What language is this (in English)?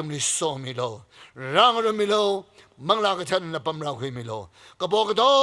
Tangkhul Naga (India)